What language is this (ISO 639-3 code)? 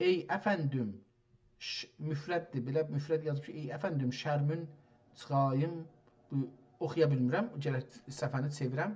azb